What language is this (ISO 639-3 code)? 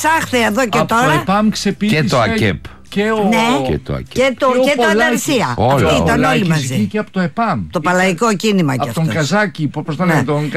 ell